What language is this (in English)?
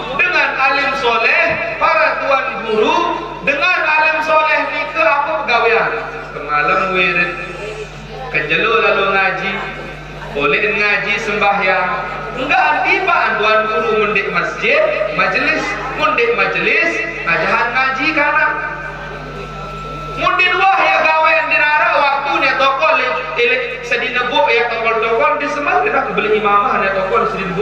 Sasak